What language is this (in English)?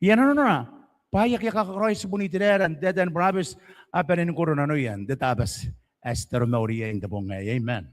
Gilbertese